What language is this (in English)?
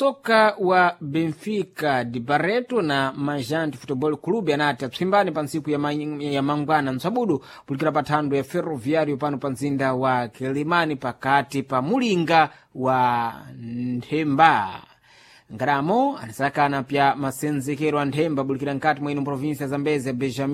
Sena